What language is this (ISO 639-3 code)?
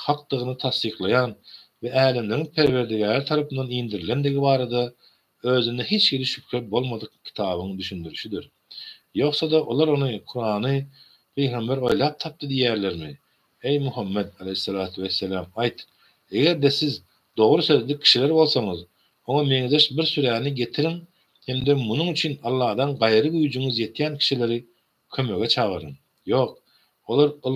tuk